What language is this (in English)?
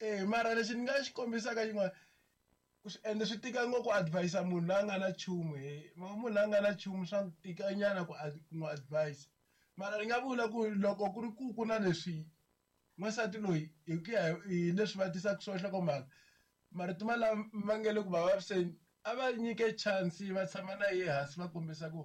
Tsonga